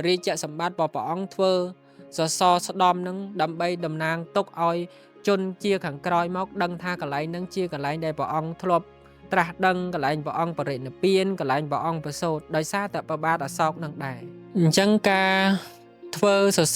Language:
Khmer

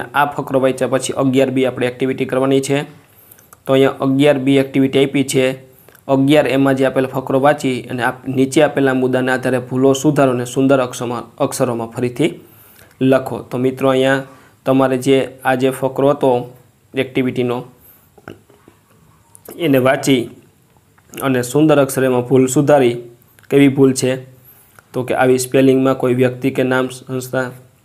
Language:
Gujarati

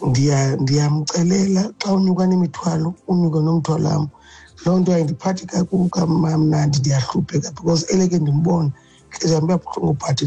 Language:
Xhosa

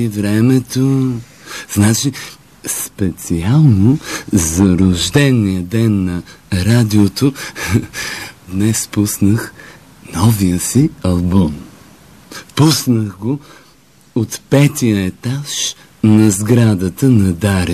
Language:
Bulgarian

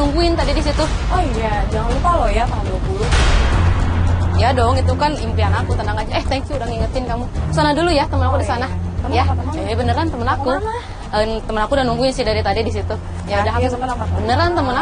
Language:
Indonesian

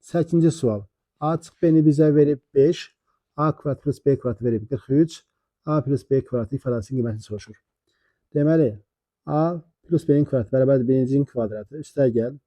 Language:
Azerbaijani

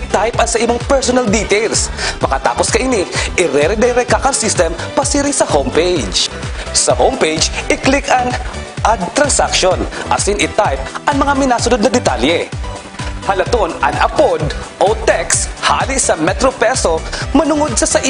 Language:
Bikol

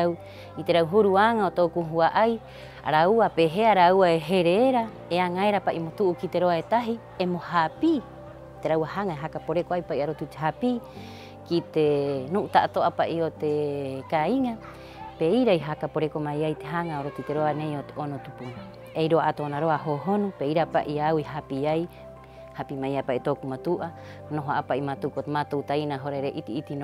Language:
Rapanui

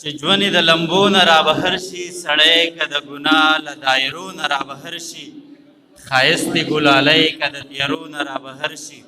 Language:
Pashto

